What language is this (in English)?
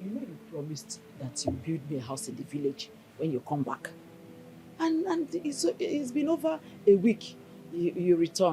Nigerian Pidgin